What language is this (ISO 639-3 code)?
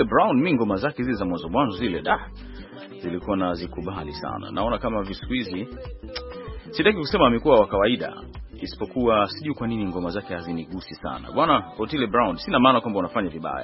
swa